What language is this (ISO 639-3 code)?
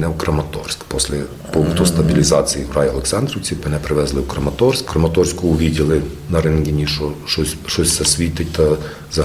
rue